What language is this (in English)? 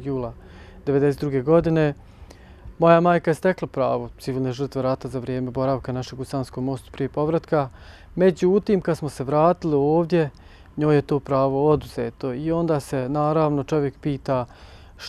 Bosnian